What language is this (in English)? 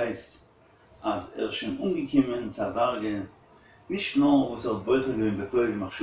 Yiddish